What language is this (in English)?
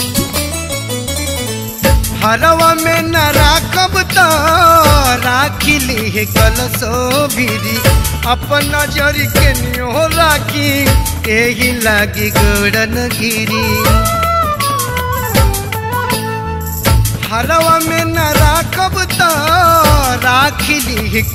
Bhojpuri